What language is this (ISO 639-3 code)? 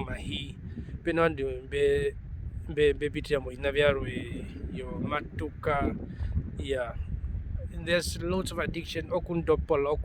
her